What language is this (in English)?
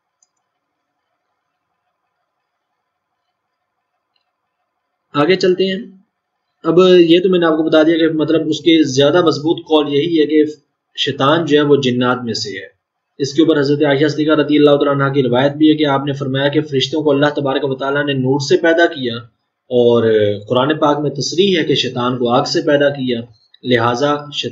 Urdu